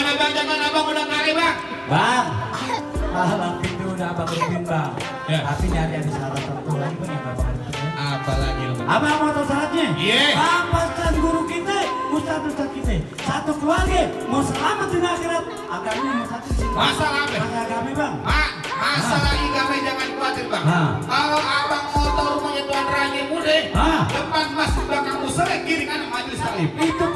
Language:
Betawi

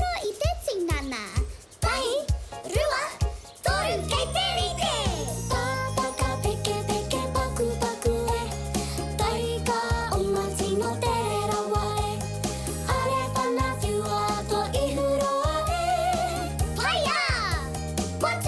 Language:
Māori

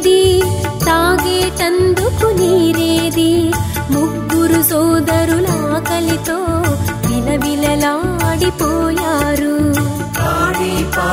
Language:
Telugu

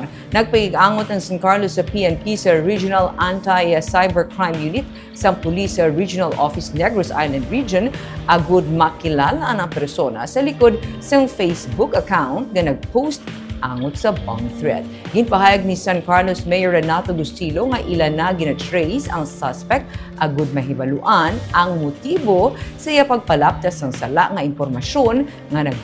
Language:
Hiligaynon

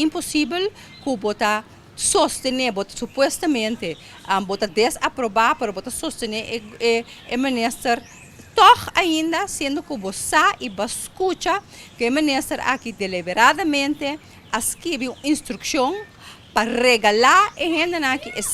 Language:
Papiamento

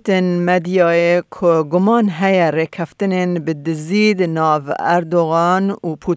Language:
Kurdish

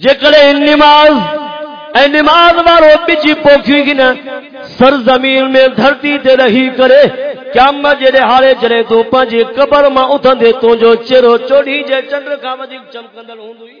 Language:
Saraiki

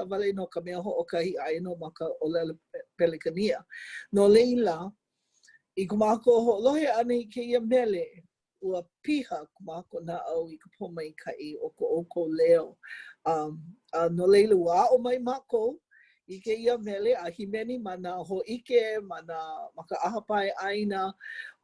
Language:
Hawaiian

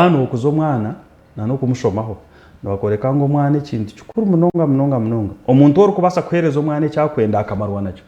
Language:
Nyankole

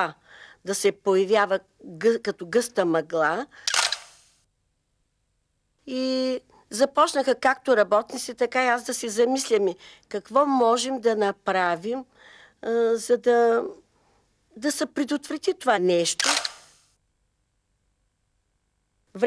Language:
Bulgarian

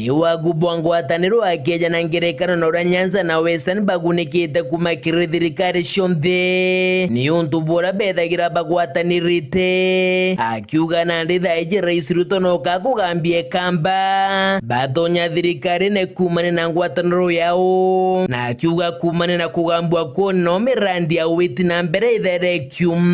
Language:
Meru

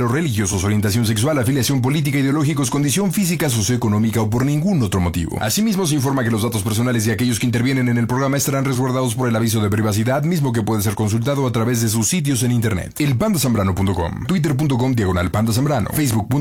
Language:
Spanish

